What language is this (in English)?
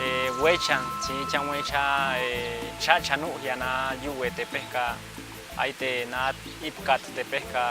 Páez